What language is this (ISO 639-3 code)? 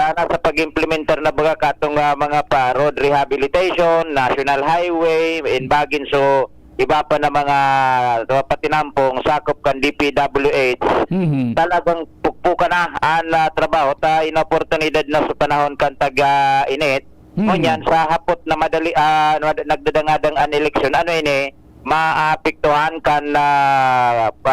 bik